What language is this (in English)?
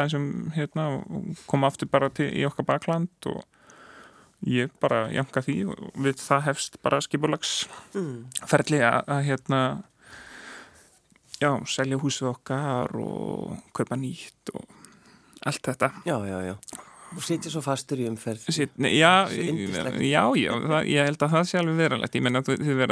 Icelandic